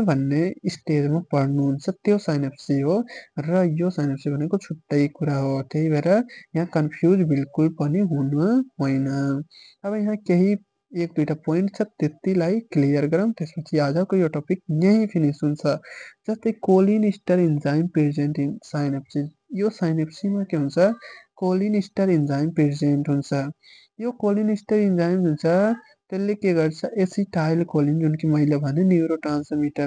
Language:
Nepali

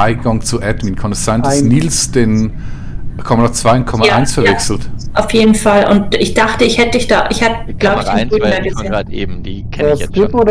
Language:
Swiss German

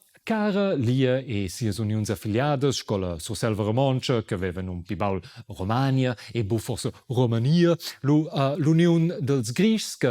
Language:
Romansh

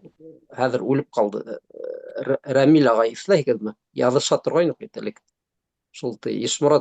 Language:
Bashkir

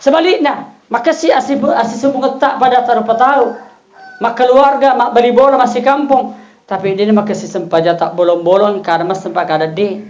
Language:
Buginese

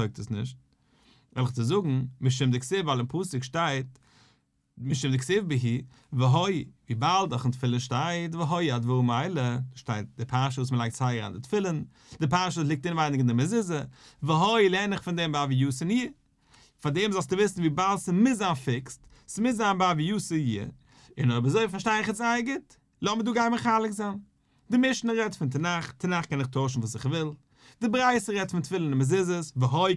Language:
Yiddish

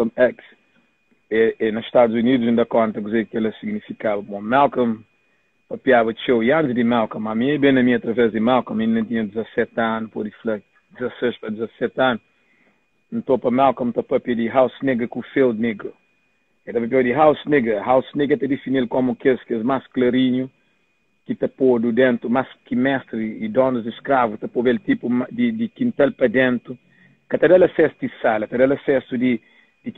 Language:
Kabuverdianu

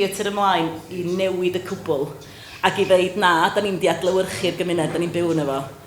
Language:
Welsh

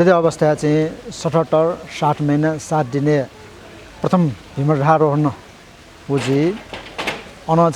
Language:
Newari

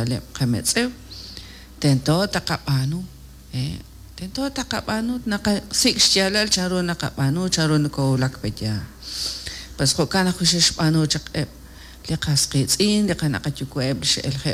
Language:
Kekchí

